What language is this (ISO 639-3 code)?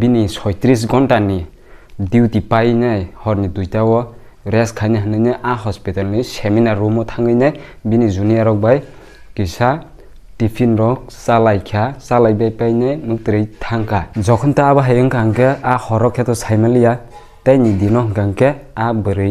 trp